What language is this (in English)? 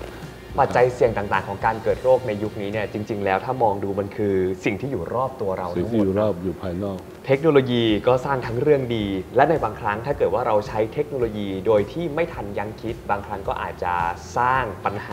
Thai